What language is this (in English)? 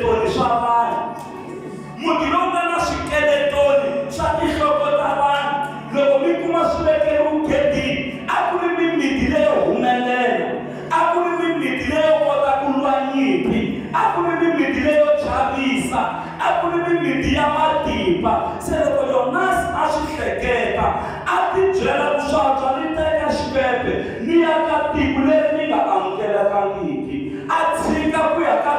Tsonga